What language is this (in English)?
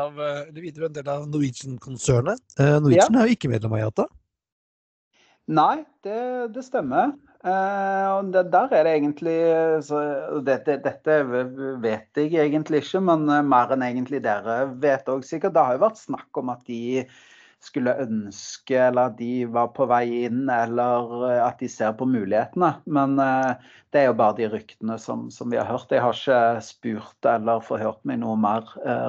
Norwegian